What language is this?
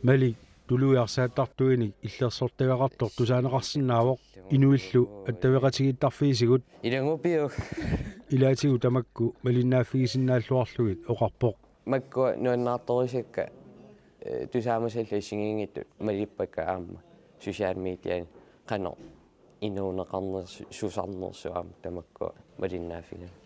Kalaallisut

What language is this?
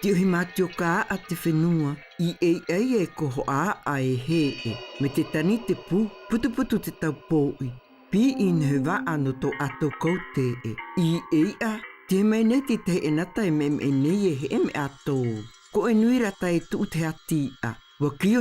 South Marquesan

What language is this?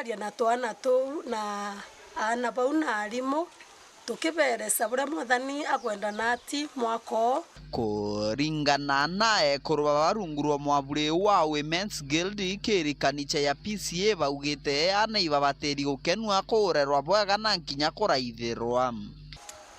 Meru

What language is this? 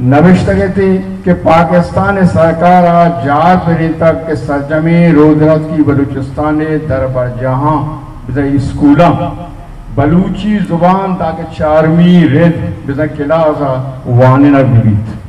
Baluchi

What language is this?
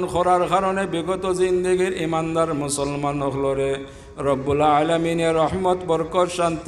Sylheti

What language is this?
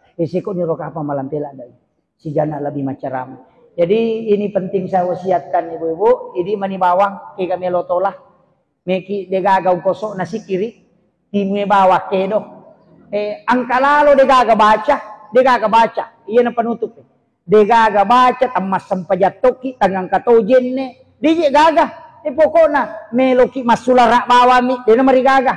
Buginese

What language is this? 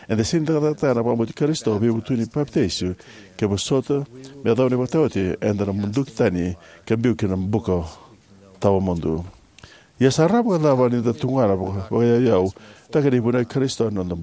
Fijian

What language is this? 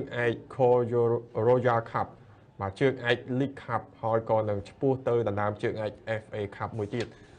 Khmer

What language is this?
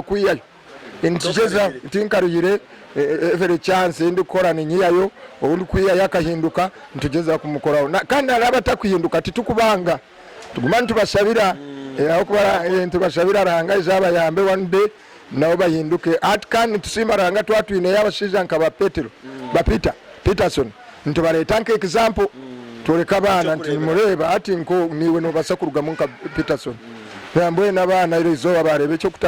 Nyankole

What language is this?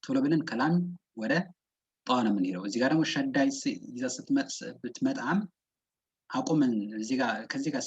Amharic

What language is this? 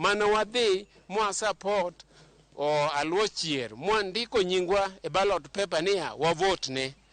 Luo (Kenya and Tanzania)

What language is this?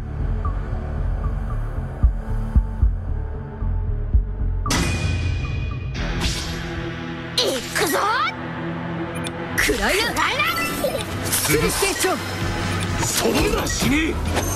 Japanese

